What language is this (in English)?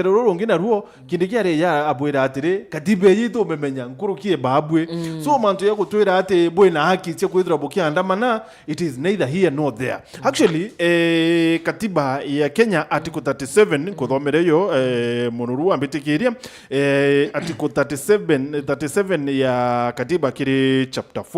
Meru